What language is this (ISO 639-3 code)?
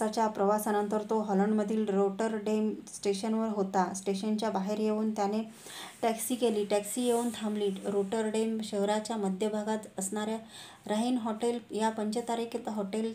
mar